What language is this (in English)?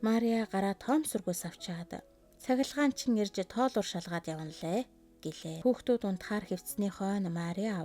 Mongolian